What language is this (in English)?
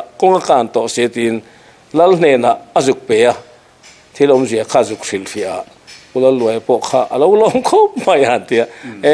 Mizo